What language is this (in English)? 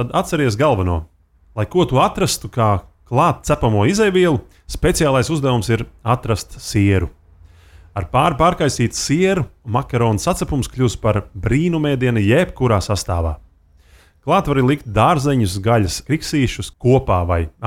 Latvian